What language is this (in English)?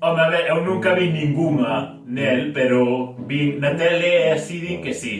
Occitan